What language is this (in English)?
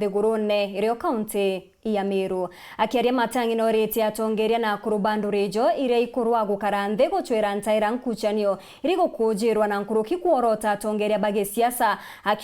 Meru